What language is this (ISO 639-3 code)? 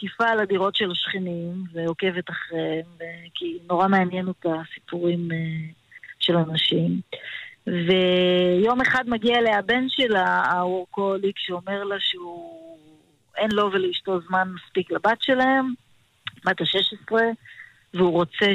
heb